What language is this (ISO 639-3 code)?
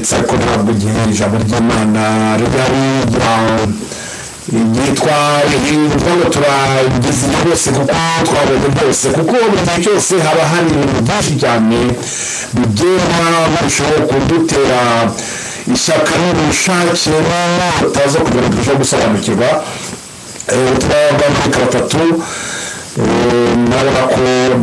kin